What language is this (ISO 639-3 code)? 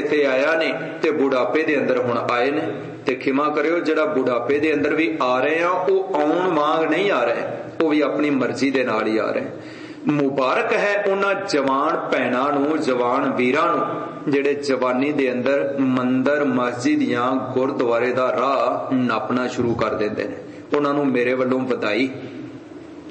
pan